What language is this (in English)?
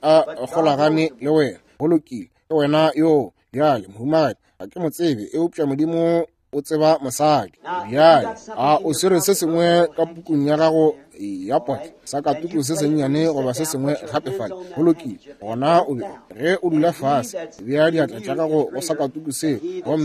Northern Sotho